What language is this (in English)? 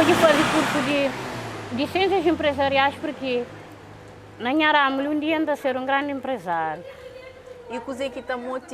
Kabuverdianu